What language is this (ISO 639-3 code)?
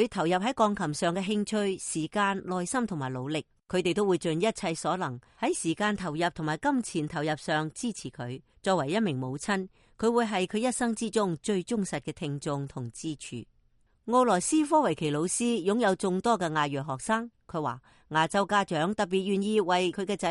yue